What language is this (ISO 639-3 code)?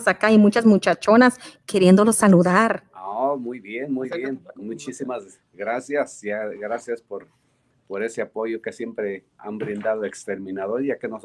spa